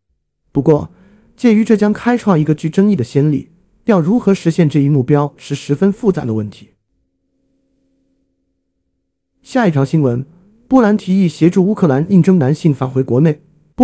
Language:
Chinese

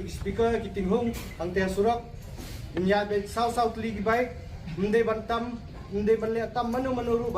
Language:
Khasi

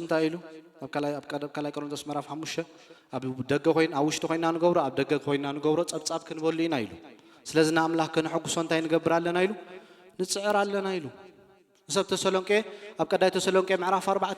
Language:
Tigrinya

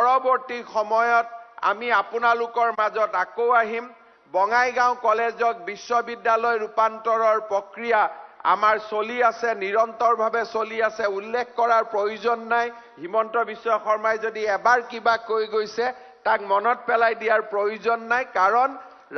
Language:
Assamese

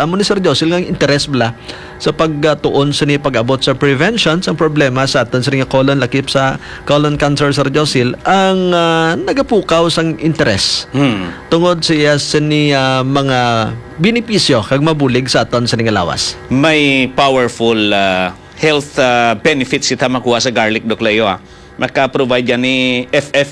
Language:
Hiligaynon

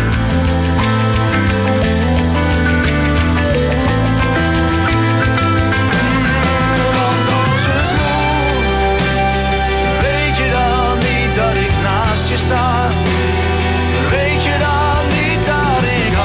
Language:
Dutch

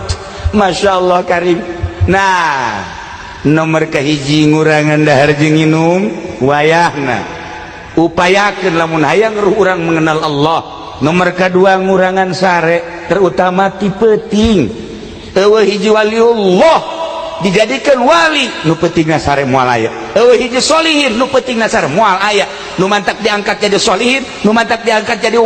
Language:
Sundanese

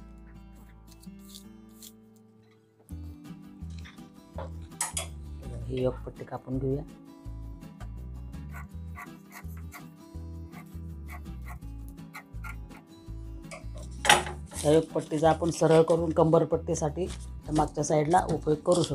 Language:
Marathi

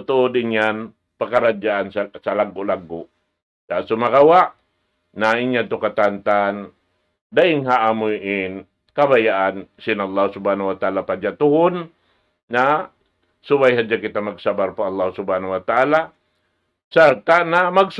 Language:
Tausug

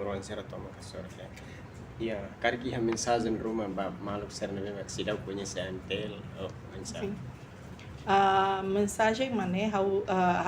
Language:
Tetum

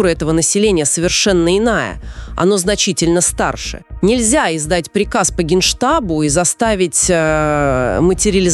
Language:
Russian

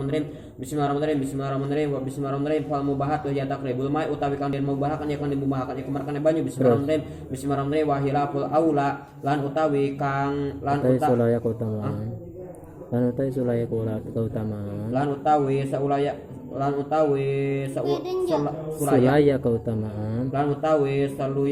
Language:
Sundanese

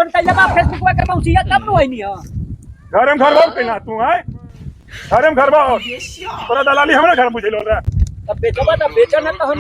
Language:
Magahi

